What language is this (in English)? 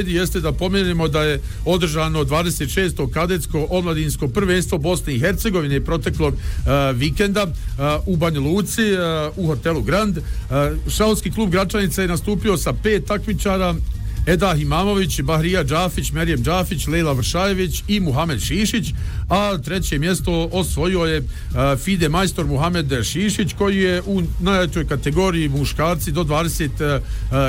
Bosnian